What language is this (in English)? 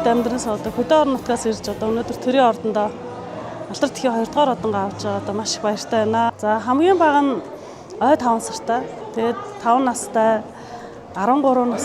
Mongolian